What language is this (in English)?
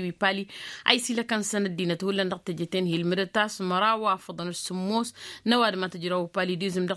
Tamasheq